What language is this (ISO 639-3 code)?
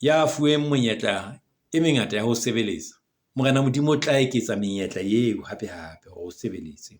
sot